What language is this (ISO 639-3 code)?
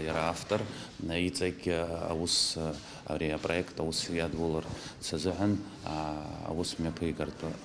abk